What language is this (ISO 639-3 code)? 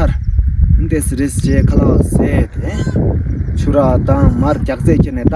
bod